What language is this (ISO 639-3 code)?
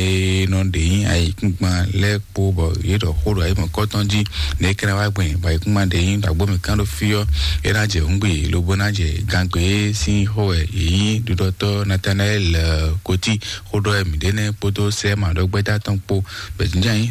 fon